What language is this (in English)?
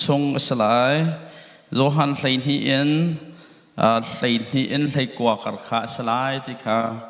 Hakha Chin